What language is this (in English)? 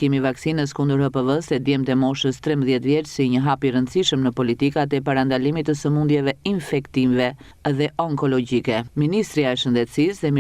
Albanian